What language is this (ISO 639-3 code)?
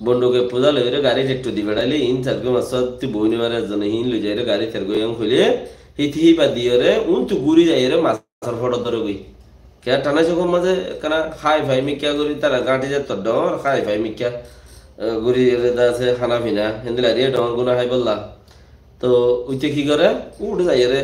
rhg